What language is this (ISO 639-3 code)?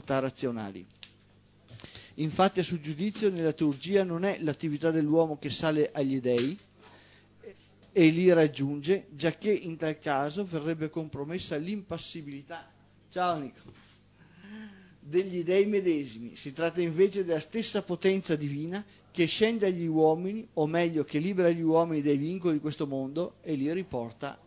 ita